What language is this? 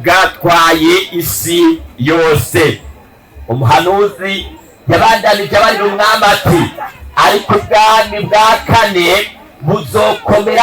Rundi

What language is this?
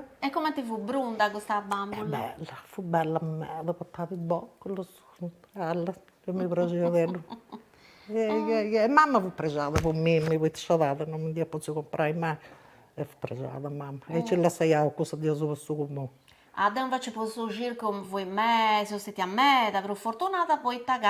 Sardinian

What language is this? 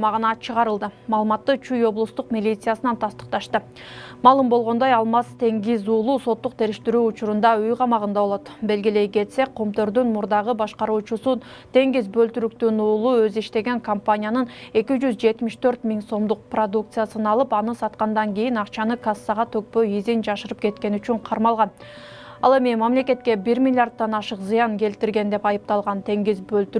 Kyrgyz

